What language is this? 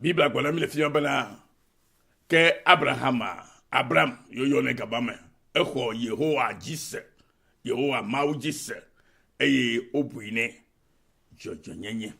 Ewe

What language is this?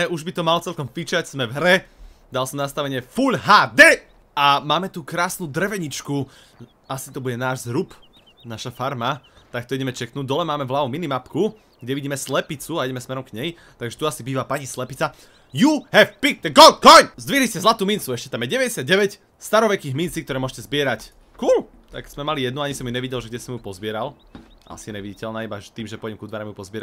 Slovak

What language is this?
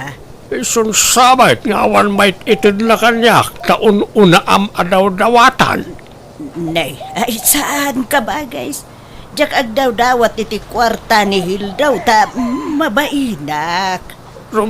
Iloko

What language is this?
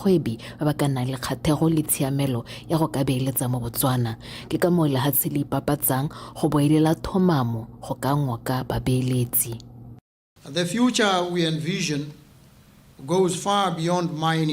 Tswana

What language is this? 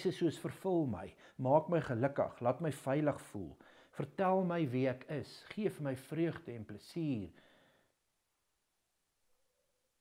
Afrikaans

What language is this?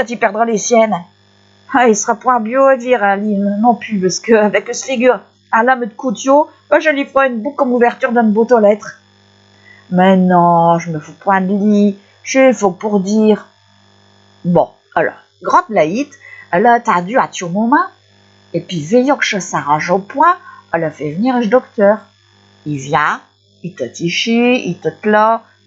Picard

